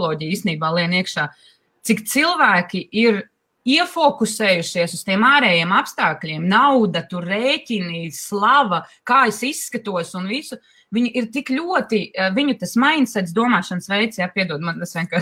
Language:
Latvian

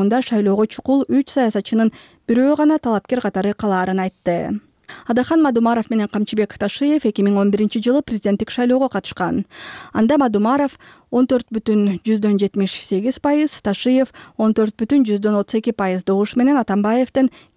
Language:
Kyrgyz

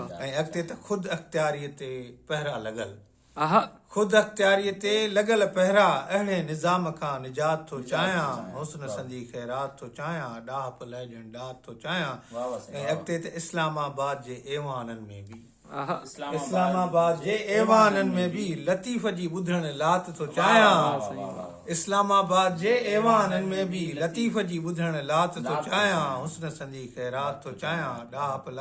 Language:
Sindhi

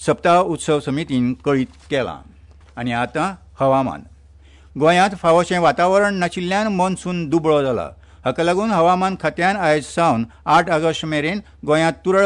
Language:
Konkani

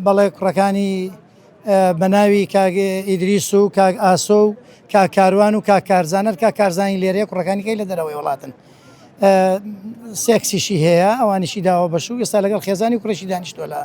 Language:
Central Kurdish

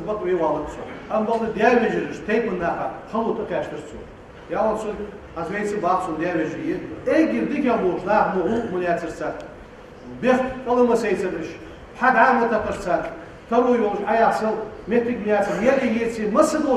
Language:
Ingush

